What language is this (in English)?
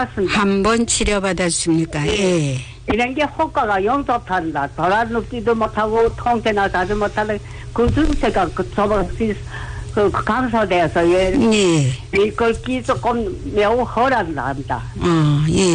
Korean